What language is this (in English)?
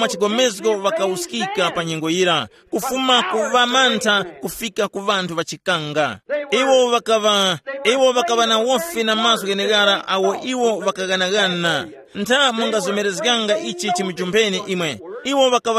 Tumbuka